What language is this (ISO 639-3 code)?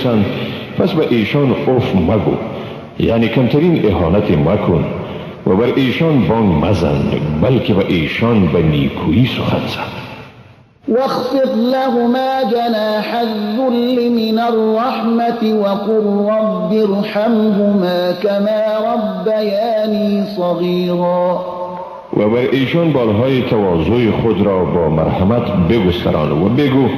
fas